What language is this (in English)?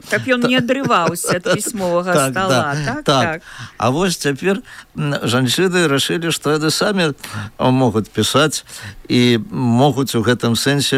Belarusian